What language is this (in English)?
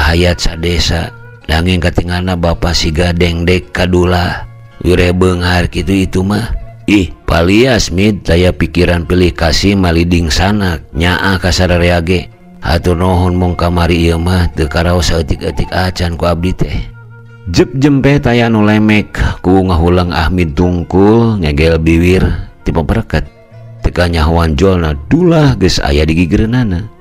Sundanese